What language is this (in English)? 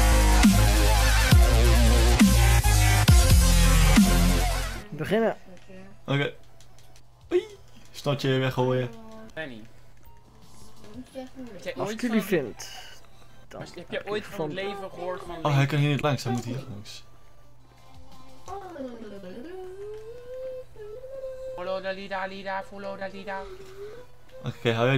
Dutch